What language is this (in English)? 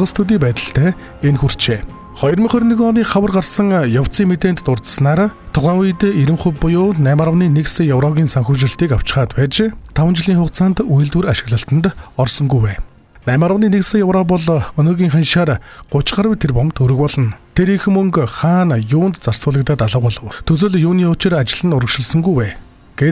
Mongolian